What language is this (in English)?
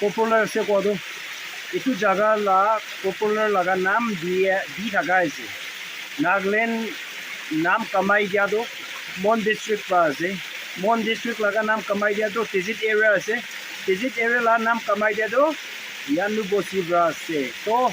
Naga Pidgin